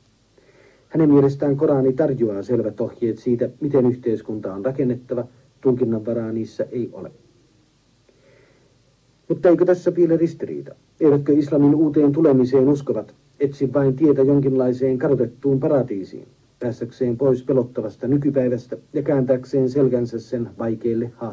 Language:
Finnish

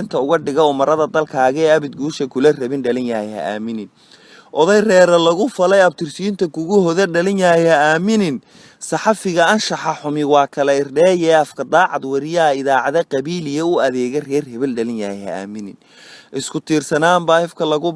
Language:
Somali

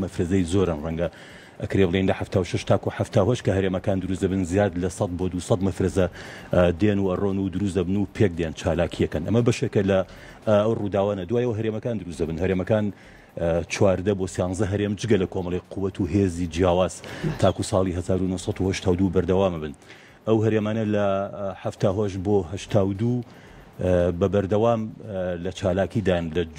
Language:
Central Kurdish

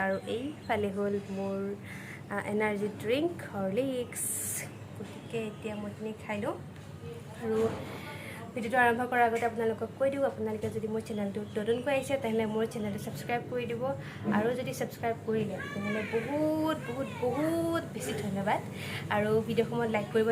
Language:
Assamese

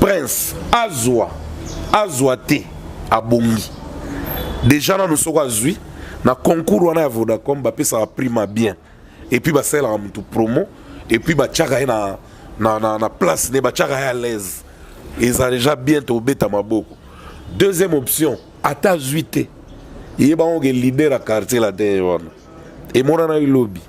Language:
Lingala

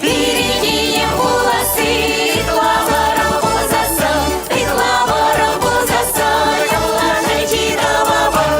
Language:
Chuvash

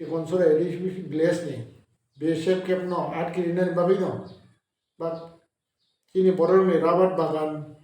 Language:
Kok Borok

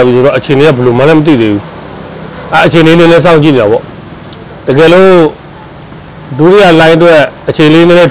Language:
Burmese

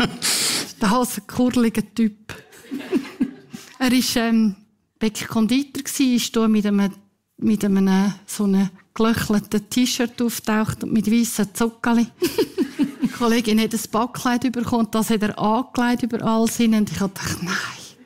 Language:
Swiss German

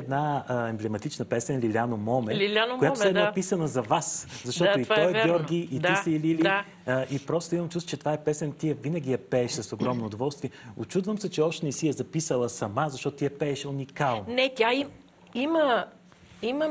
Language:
Bulgarian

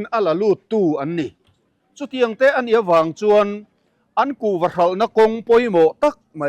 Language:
Mizo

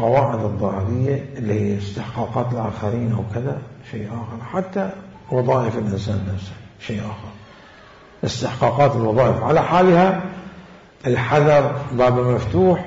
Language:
Mesopotamian Arabic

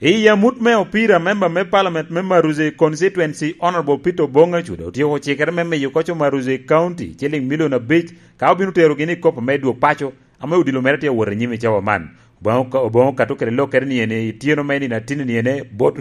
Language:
Lango (Uganda)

